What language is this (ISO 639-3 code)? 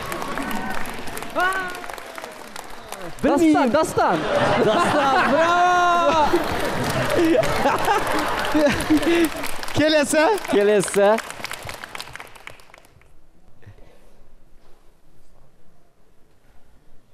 kaz